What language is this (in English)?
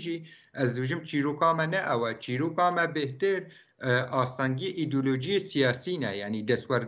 Kurdish